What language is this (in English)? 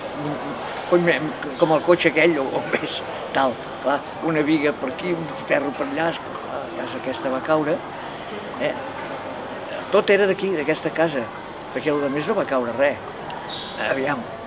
Catalan